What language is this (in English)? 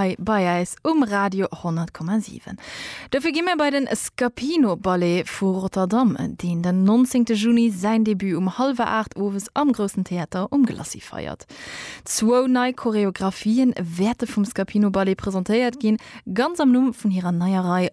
Luxembourgish